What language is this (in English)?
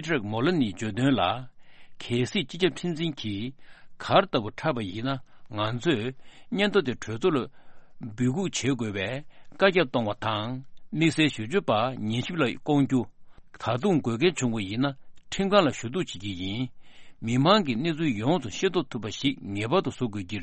Tibetan